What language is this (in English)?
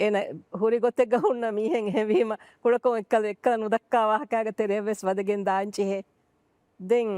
Divehi